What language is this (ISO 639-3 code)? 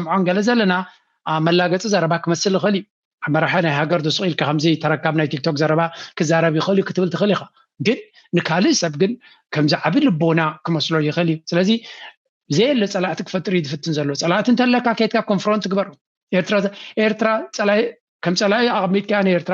tir